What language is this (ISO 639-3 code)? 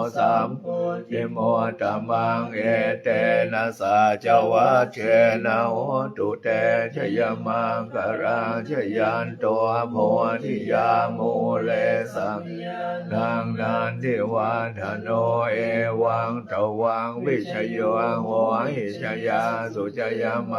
pli